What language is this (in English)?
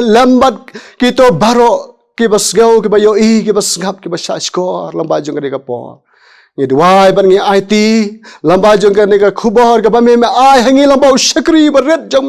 Khasi